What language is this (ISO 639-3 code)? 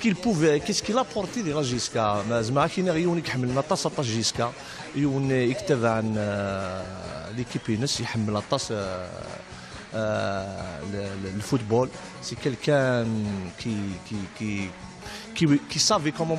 kab